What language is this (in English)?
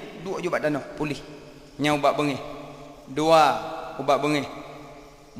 Achinese